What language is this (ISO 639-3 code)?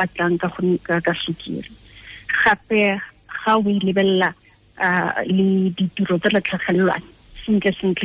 tsn